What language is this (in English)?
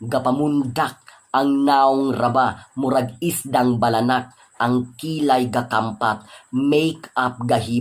Cebuano